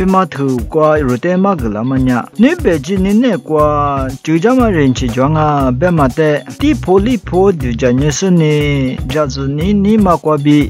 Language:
Lisu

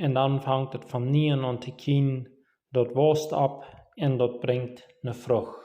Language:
Plautdietsch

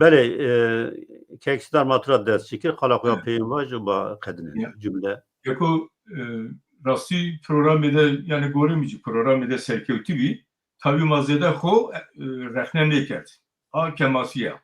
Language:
Zaza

